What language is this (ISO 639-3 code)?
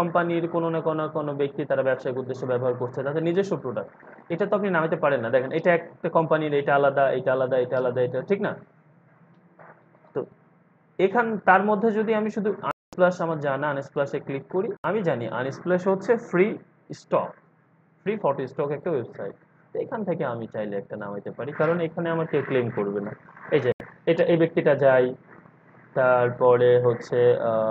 ben